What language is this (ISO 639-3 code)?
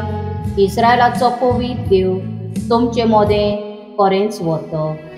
kok